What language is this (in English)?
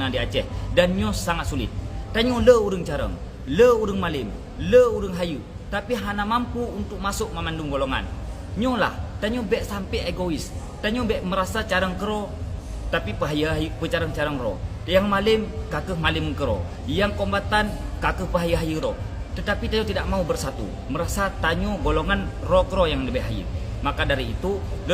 Achinese